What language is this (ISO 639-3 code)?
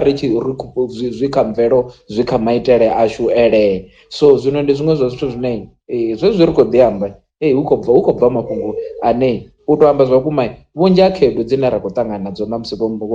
ven